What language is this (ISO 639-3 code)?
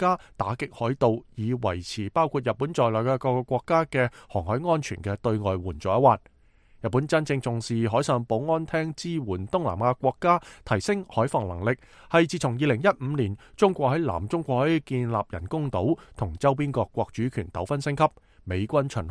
yue